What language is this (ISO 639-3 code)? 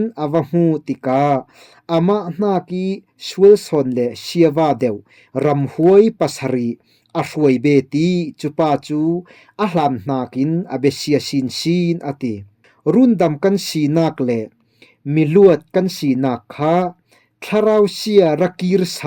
cfm